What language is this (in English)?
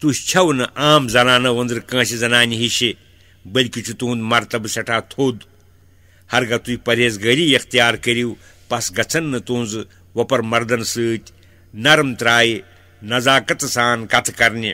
Kashmiri